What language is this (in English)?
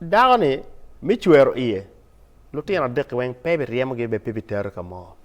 Acoli